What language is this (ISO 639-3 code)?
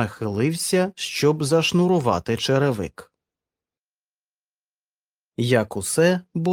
ukr